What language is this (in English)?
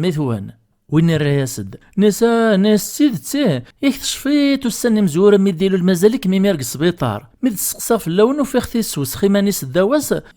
Kabyle